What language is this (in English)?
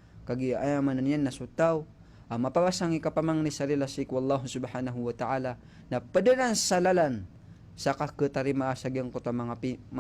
Maranao